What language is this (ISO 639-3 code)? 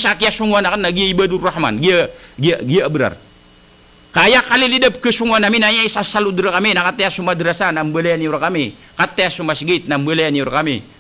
mrw